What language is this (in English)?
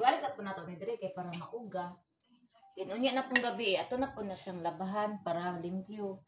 Cebuano